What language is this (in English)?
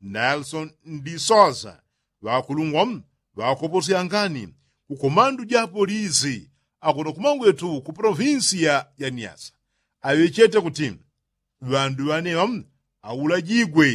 Yao